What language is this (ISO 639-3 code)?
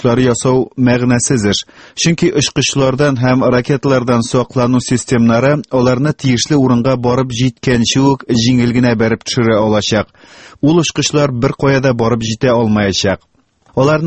tat